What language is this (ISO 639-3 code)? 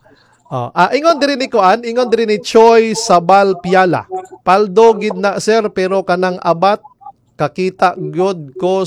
ceb